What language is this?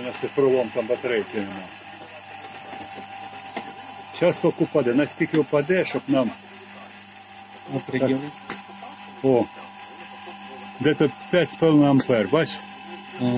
Ukrainian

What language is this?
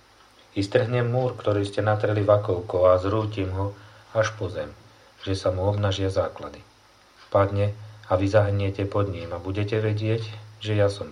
Slovak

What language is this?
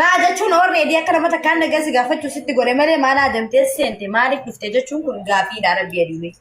Oromo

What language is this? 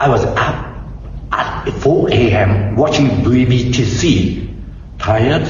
Bislama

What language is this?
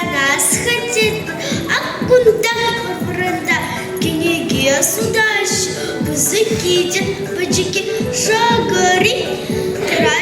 Chuvash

